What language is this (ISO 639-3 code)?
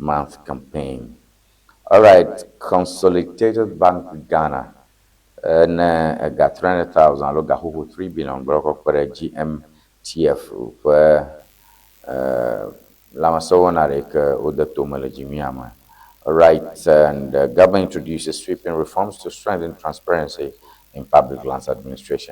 ewe